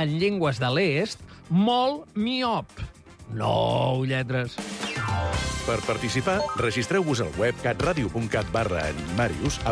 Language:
Catalan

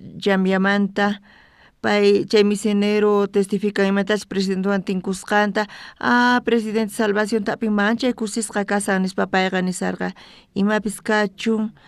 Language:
South Bolivian Quechua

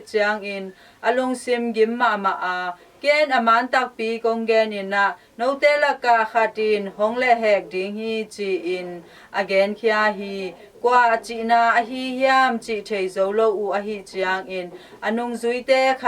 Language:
Tedim Chin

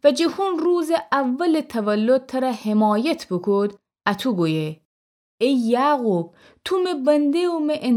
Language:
Gilaki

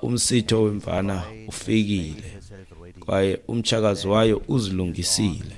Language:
Xhosa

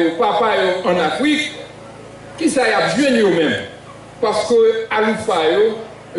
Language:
Haitian Creole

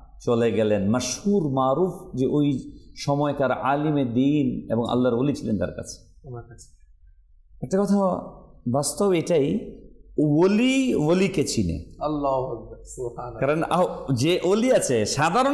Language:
Bangla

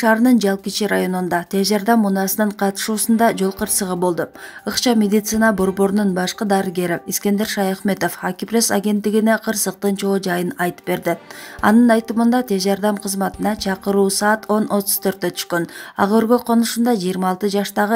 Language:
Kyrgyz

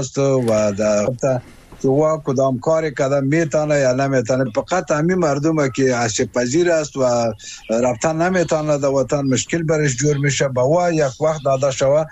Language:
Persian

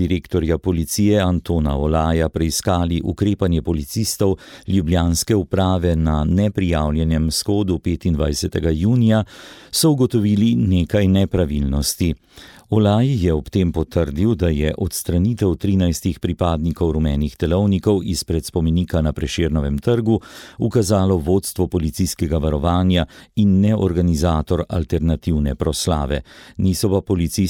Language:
Slovenian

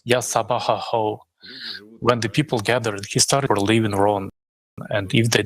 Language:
Nyanja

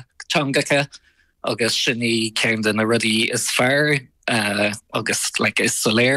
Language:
Irish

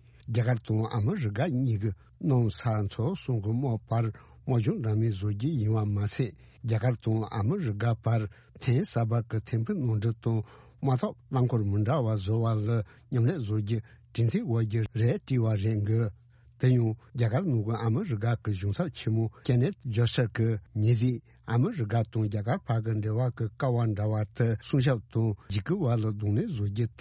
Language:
Tibetan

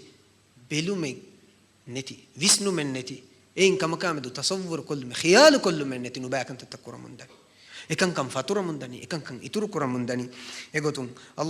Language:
Divehi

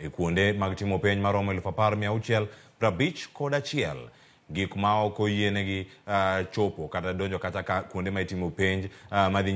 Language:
Luo (Kenya and Tanzania)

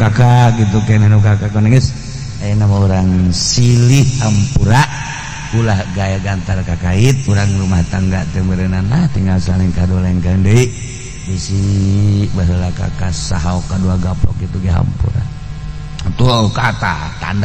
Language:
Sundanese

